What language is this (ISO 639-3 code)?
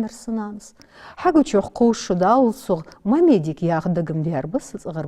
inh